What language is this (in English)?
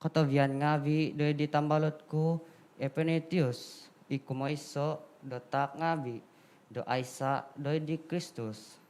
Central Dusun